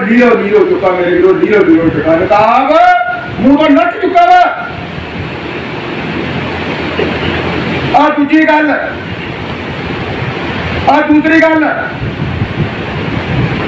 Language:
Punjabi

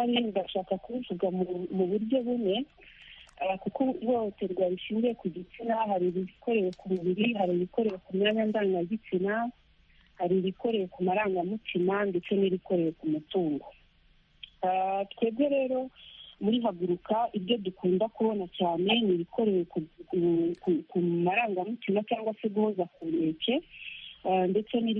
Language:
Kinyarwanda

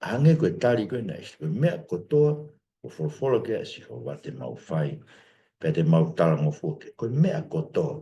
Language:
Tongan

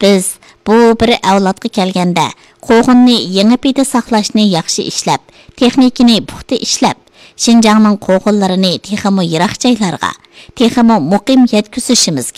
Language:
Uyghur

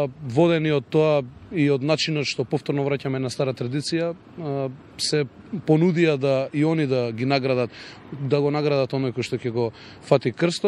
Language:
Macedonian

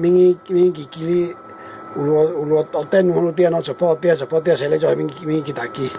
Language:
Lahu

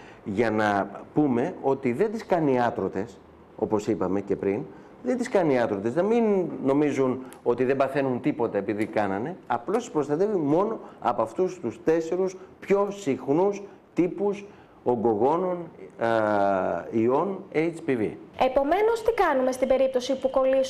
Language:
Greek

